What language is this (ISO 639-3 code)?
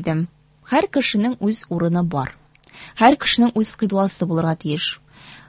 tat